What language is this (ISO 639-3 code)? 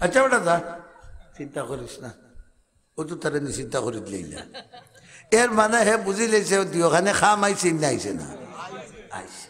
syl